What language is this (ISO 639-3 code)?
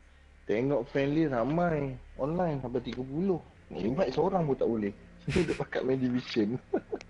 msa